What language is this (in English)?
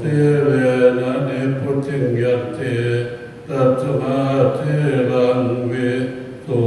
Pali